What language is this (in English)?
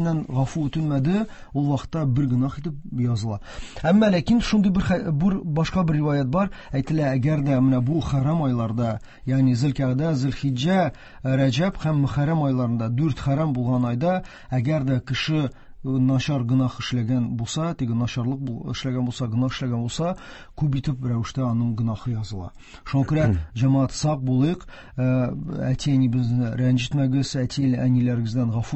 Tatar